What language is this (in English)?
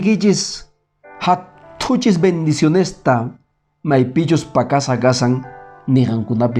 Quechua